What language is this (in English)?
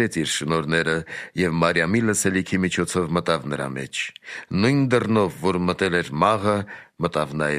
Armenian